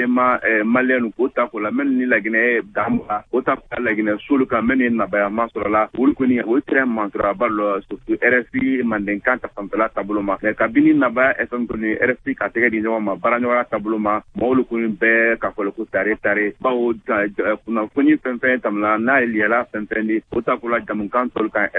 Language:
Bambara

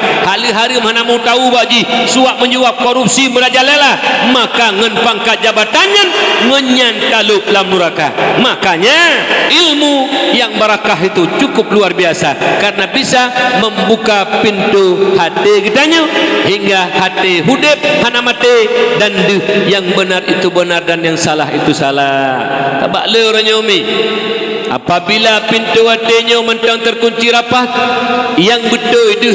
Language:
Achinese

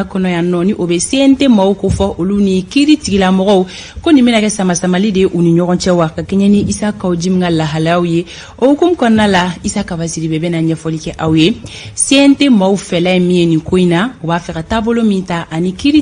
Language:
Bambara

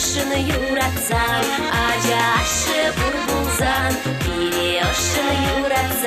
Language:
Chuvash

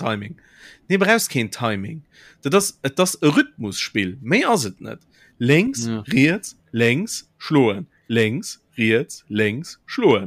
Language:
Luxembourgish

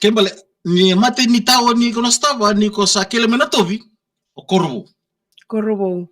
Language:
Fijian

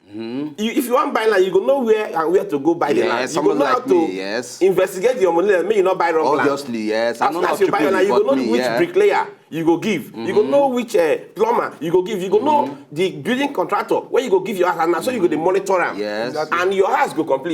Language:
Nigerian Pidgin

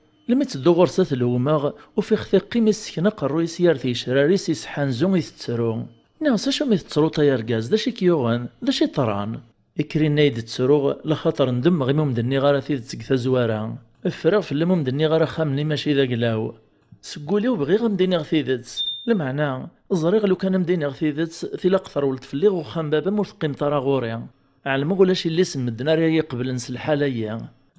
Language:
Kabyle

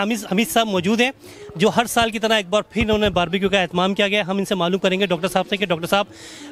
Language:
Urdu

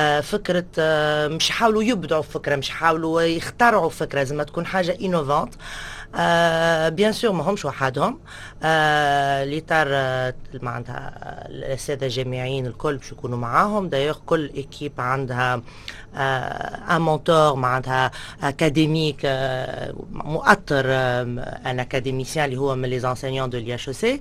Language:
Tunisian Arabic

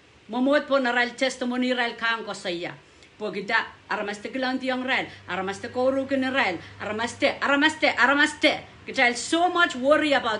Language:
Pohnpeian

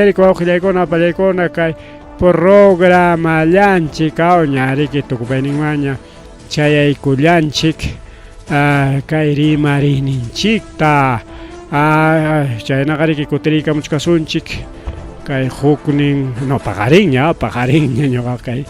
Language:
Ayacucho Quechua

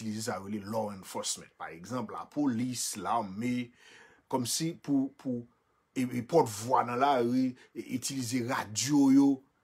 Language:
Haitian Creole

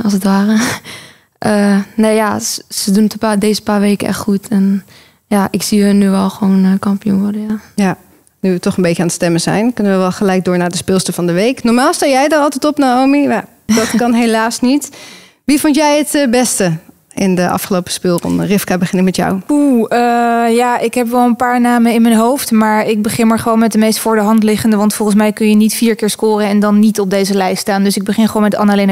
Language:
Dutch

